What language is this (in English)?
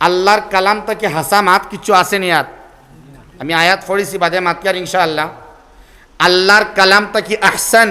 Sylheti